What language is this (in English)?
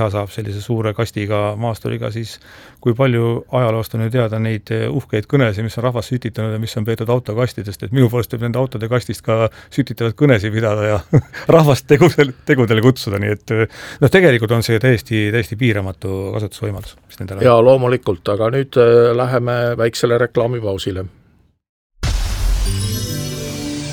Estonian